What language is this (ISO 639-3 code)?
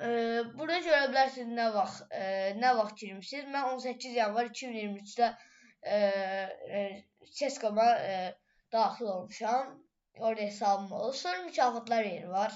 aze